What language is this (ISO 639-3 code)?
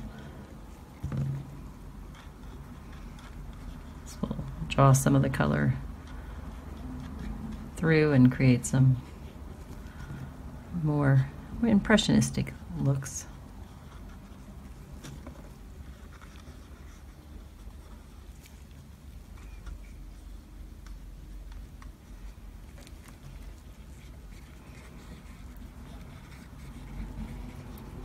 eng